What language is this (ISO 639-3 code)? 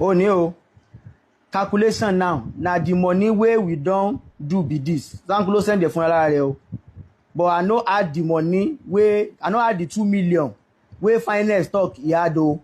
yor